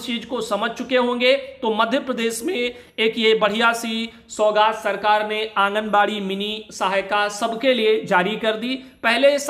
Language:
Hindi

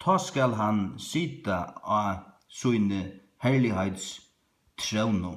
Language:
Faroese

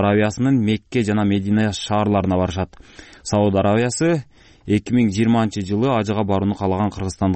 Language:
Kyrgyz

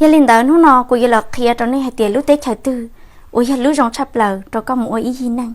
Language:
Hmong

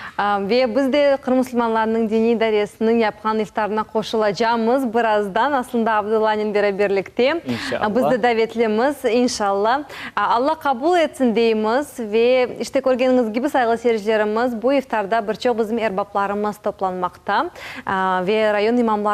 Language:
Crimean Tatar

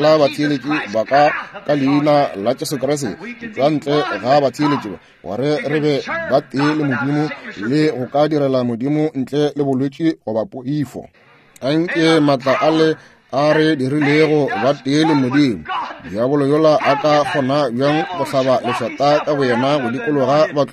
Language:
Northern Sotho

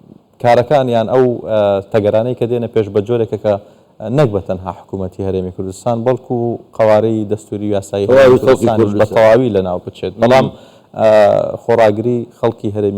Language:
Central Kurdish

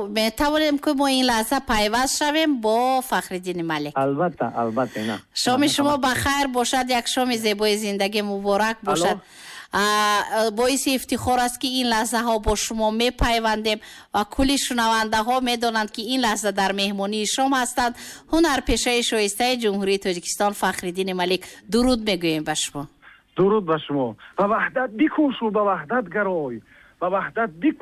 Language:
Tajik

